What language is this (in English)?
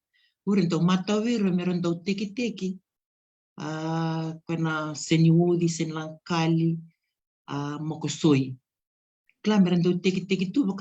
Fijian